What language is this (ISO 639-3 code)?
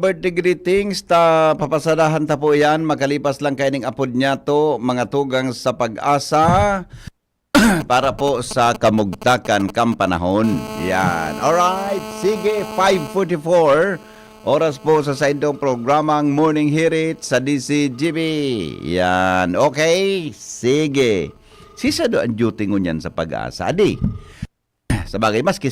bik